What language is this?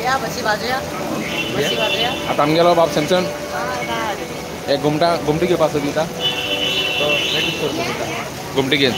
Konkani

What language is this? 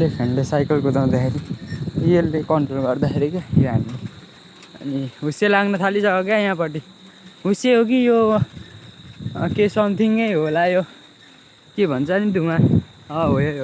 Nepali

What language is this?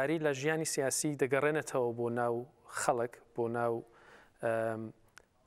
Central Kurdish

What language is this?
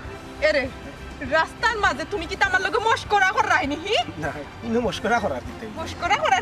Sylheti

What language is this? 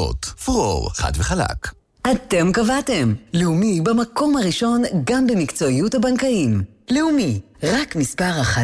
Hebrew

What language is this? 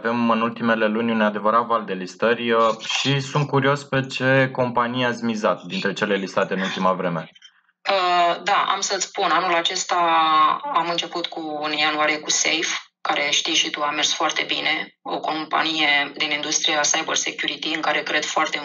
Romanian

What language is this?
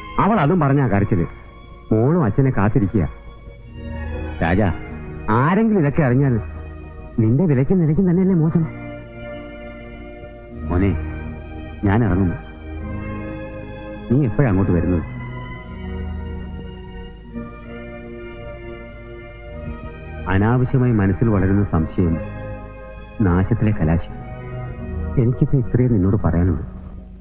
Malayalam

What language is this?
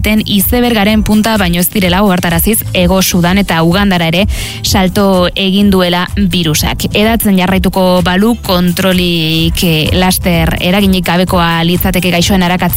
Basque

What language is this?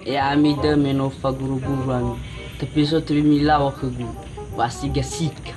Nias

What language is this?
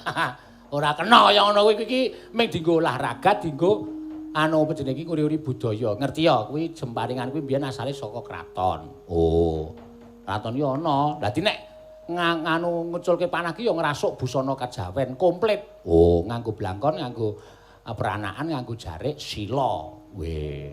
Javanese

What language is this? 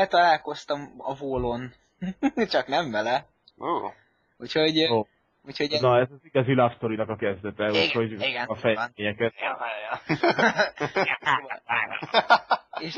Hungarian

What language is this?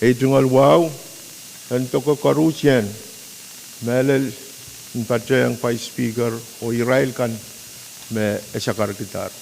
Pohnpeian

